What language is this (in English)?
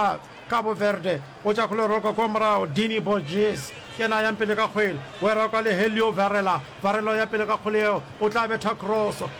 Northern Sotho